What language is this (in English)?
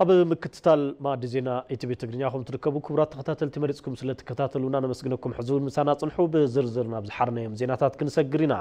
Tigrinya